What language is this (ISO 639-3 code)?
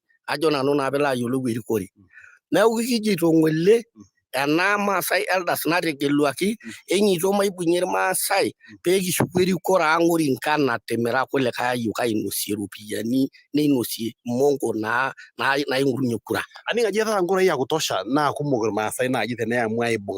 mas